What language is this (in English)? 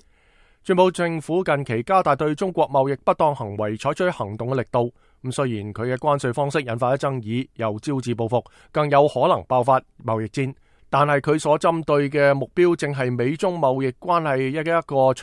Cantonese